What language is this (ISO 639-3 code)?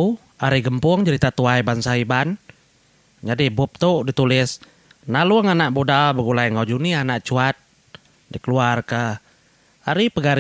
iba